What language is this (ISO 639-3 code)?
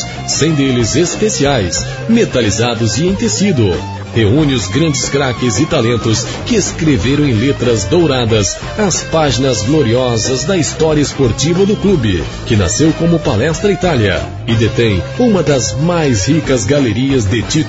por